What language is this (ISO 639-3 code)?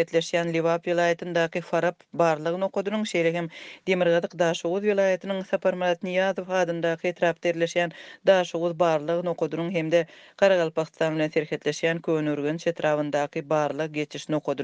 tuk